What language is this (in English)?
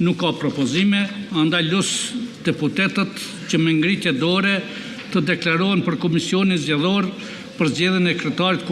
Albanian